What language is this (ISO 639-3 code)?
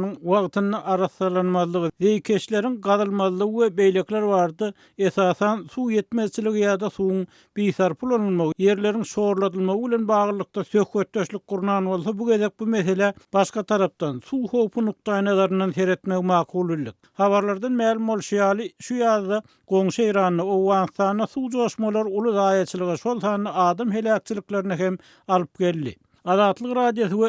tuk